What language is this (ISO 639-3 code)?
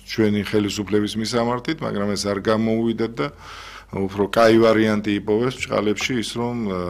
kat